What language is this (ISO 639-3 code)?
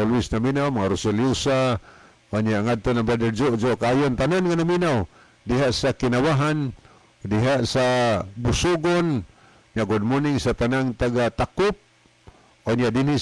ceb